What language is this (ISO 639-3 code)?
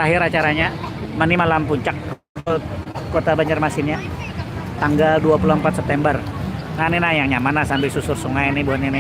bjn